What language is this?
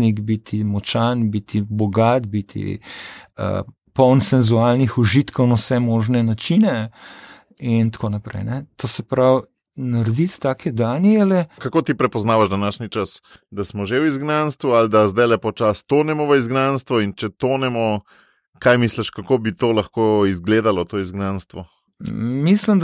Slovenian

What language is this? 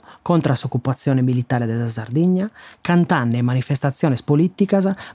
Sardinian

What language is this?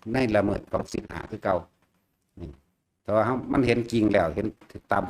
Lao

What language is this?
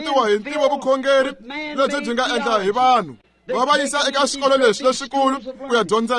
Tsonga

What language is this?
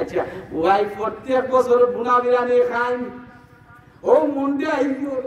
Sylheti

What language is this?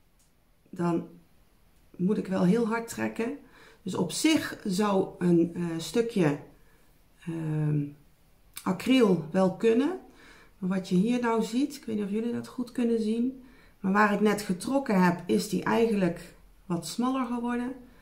Dutch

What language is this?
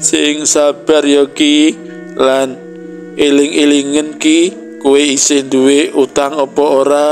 Javanese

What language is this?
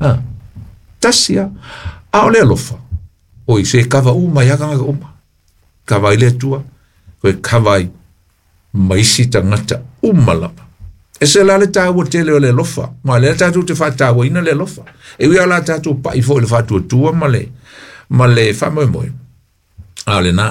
Samoan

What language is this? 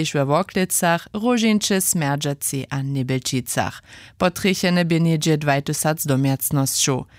Upper Sorbian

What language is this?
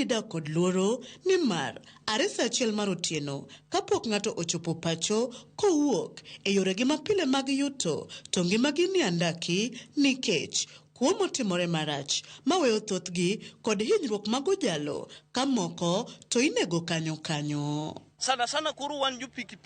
Luo (Kenya and Tanzania)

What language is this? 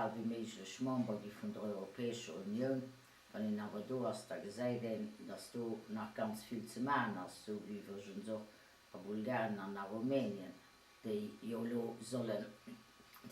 Luxembourgish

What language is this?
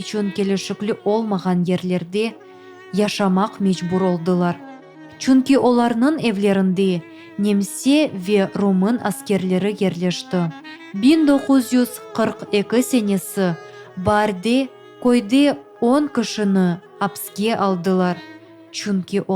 Crimean Tatar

